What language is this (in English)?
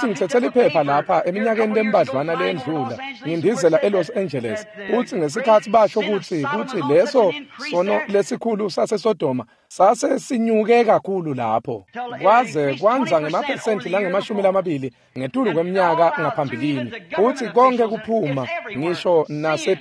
Swati